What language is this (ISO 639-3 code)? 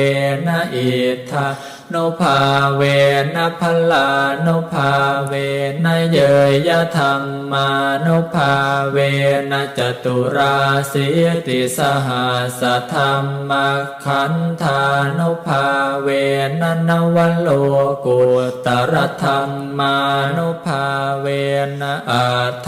pli